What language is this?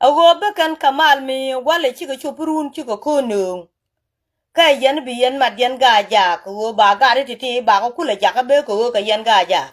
Nuer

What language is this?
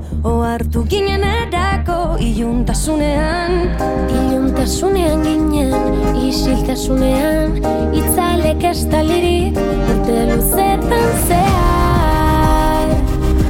Basque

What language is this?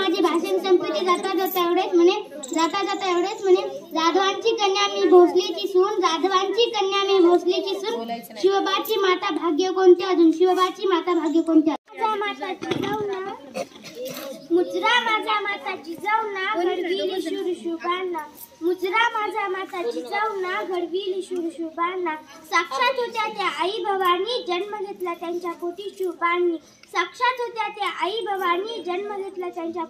Marathi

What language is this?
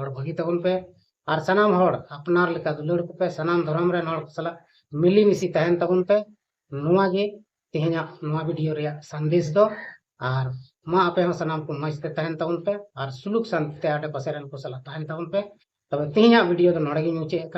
Santali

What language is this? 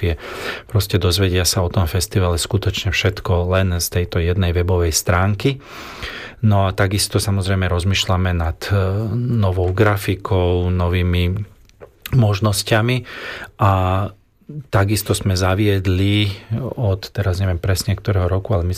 Slovak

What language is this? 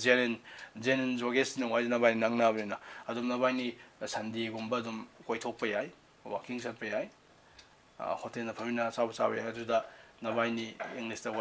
Manipuri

